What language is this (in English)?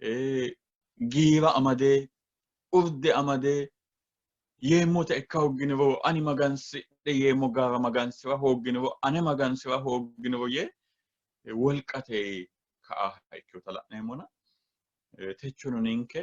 Sidamo